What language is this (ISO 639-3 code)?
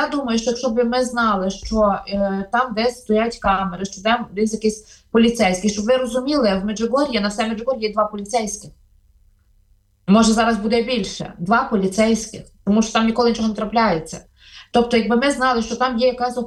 ukr